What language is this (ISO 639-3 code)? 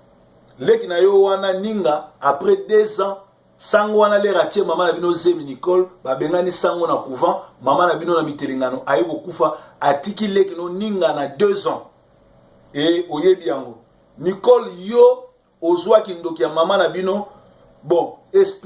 lin